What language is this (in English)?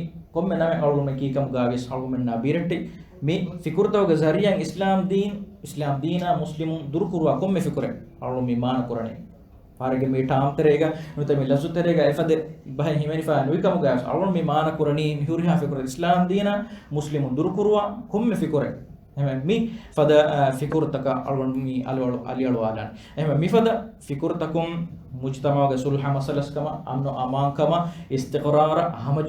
Divehi